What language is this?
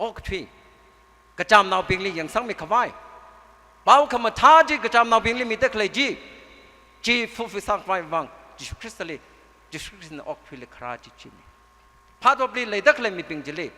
Tangkhul Naga (India)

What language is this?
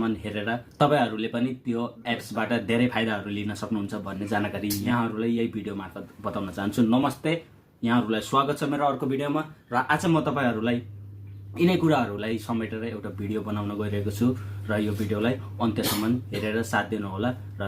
Nepali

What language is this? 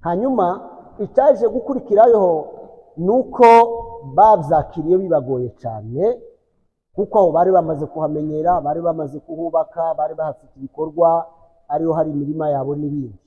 Kinyarwanda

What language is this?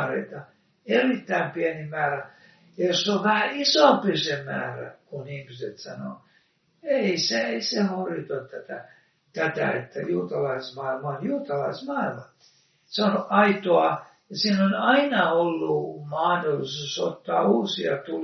Finnish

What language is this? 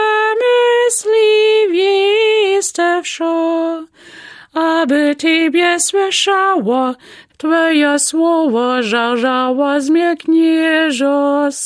Lower Sorbian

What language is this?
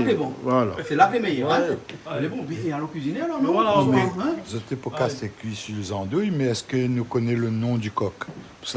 Réunion Creole French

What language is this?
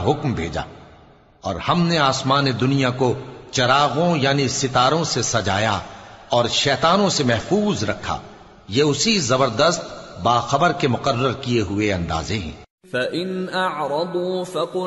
Urdu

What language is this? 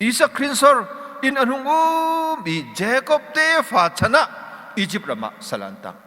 Hakha Chin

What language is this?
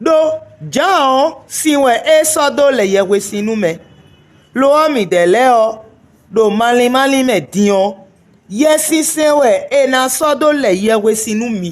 Fon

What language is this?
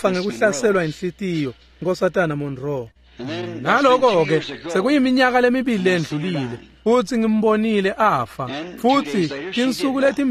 Swati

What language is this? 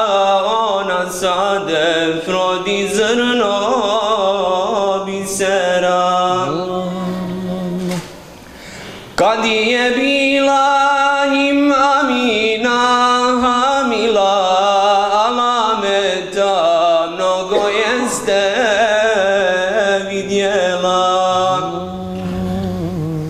Bosnian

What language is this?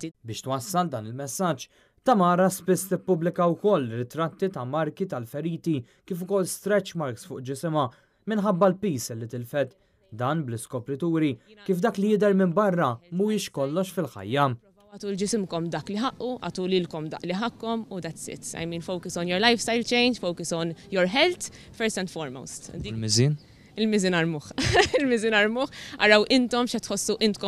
Maltese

